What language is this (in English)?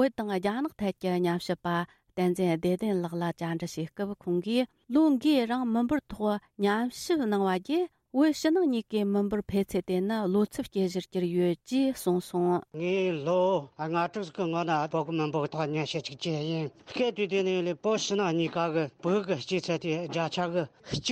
Tibetan